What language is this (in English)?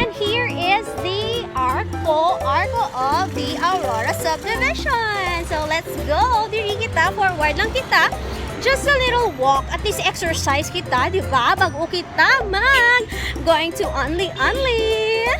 Hiligaynon